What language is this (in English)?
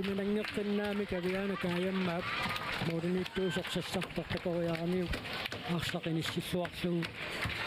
Kalaallisut